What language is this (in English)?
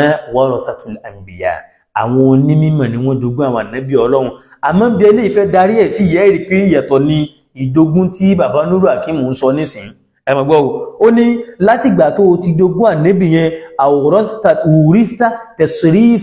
Yoruba